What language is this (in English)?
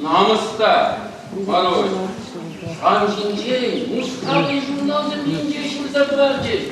Chuvash